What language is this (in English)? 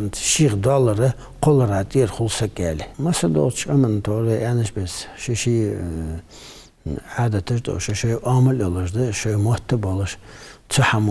Ingush